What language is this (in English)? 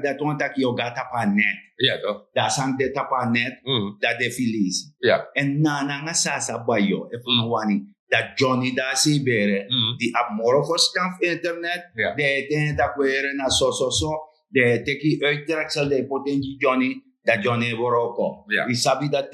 Sranan Tongo